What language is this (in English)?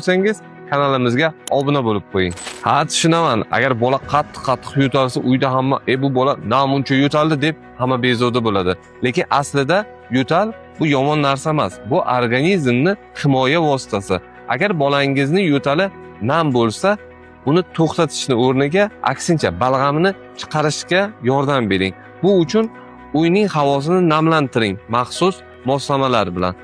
Uzbek